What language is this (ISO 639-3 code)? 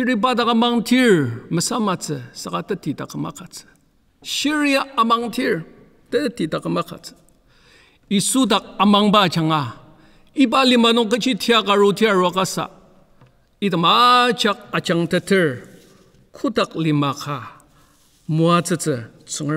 njo